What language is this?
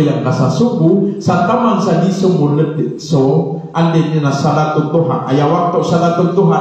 Maranao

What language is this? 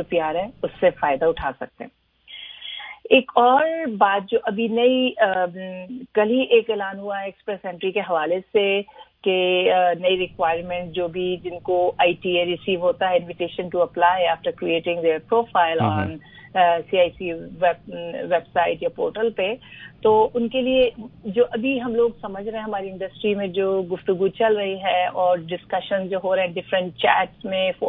Urdu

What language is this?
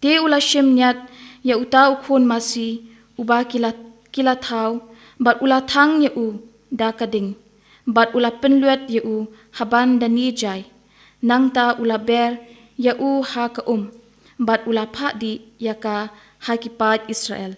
Khasi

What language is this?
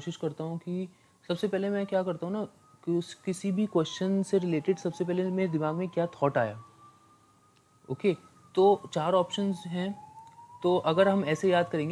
Hindi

